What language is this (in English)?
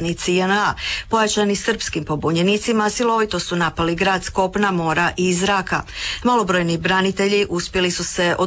Croatian